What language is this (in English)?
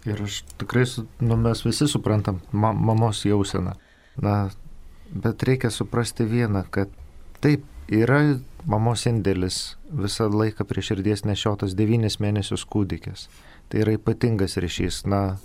Lithuanian